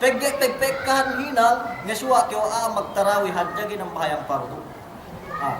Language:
Yakan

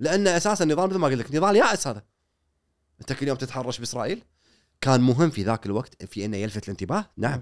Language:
Gulf Arabic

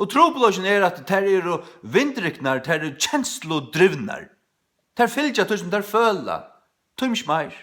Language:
Faroese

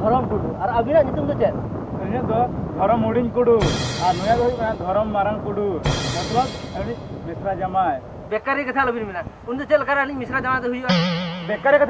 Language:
Santali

